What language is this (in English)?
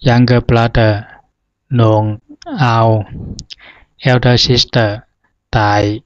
Zhuang